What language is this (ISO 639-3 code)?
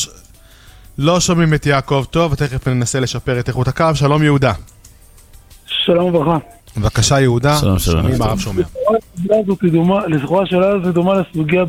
heb